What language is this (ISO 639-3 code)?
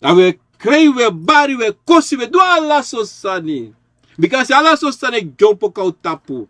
srn